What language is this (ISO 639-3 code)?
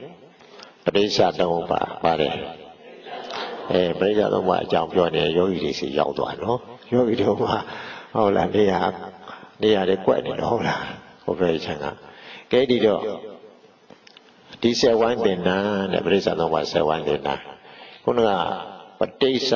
mya